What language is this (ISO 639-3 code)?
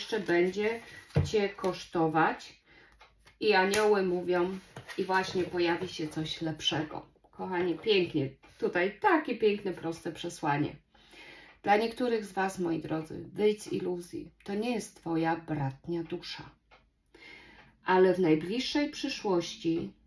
pol